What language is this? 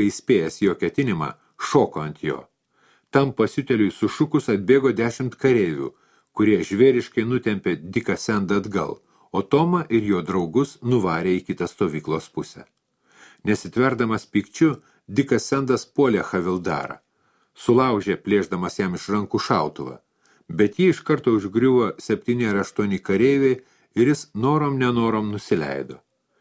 Lithuanian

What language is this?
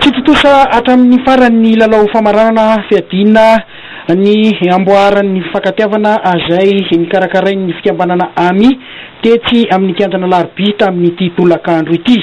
Malagasy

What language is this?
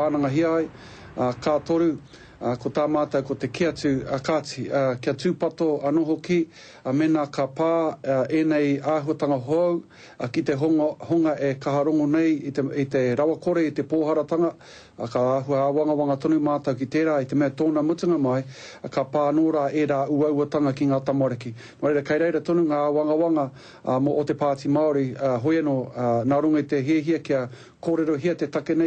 Māori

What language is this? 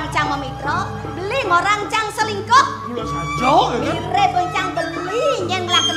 Balinese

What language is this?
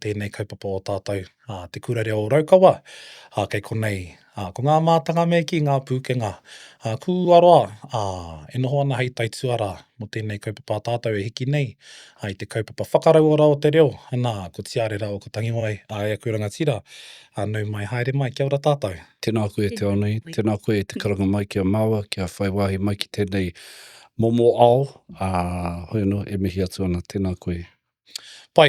Māori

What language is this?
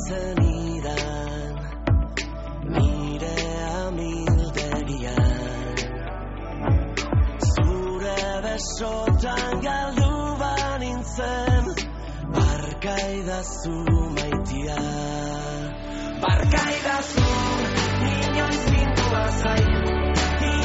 Basque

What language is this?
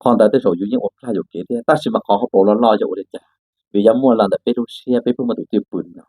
Hmong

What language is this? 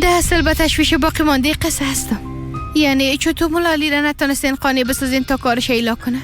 Persian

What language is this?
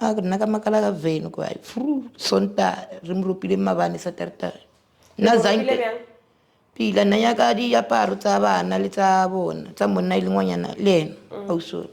Southern Sotho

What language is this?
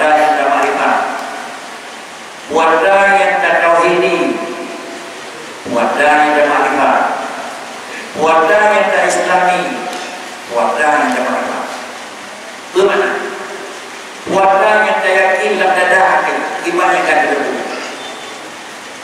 Malay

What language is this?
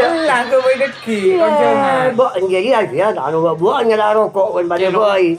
Madurese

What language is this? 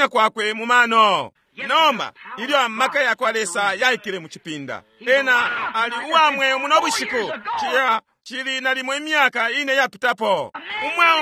Bemba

